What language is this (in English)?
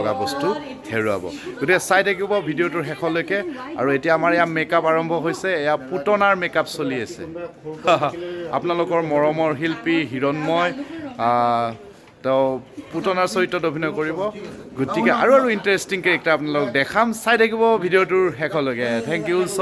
Assamese